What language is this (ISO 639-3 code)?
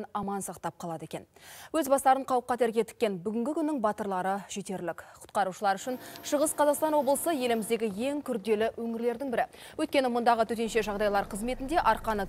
kaz